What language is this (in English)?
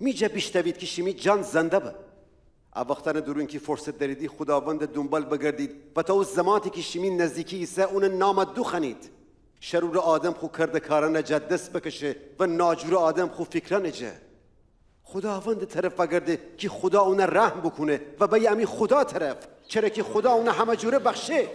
Gilaki